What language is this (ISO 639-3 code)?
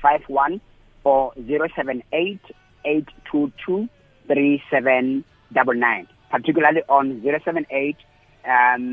eng